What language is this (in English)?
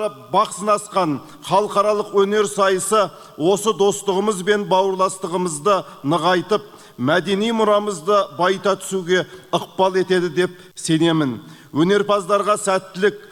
Kyrgyz